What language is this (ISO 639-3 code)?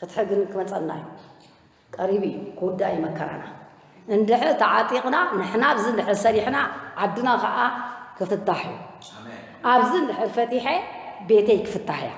tir